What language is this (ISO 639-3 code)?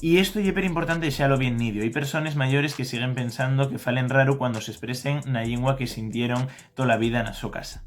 ast